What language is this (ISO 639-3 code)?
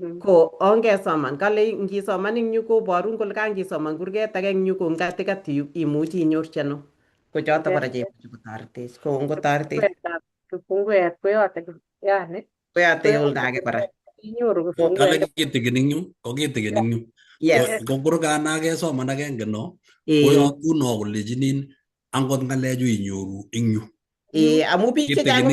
kln